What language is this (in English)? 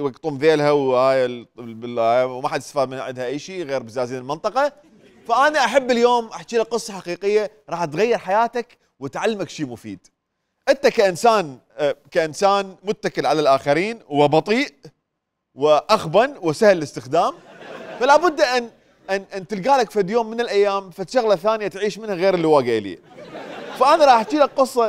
Mesopotamian Arabic